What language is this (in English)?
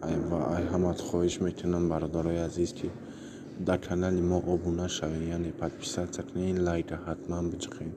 Tajik